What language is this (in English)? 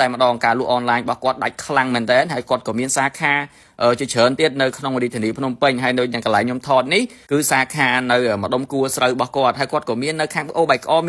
Khmer